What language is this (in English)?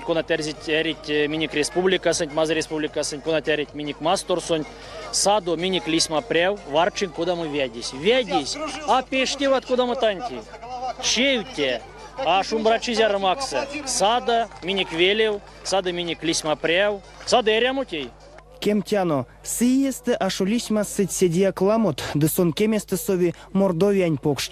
Erzya